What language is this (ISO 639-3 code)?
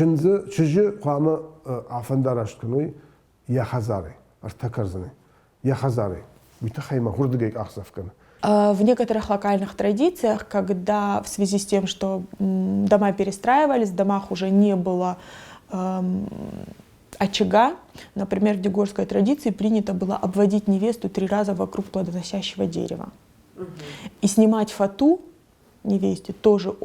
oss